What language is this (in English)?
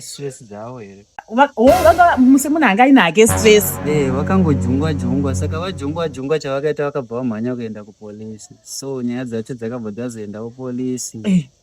Shona